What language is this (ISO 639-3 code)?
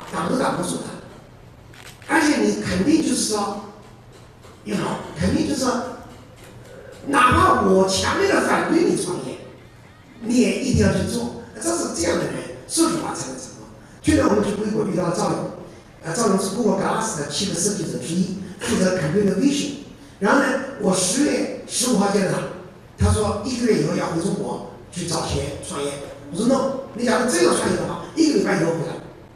zho